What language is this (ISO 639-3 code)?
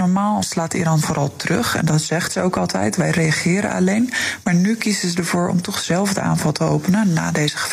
nld